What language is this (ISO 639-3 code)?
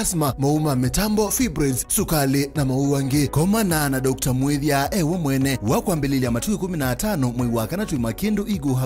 kam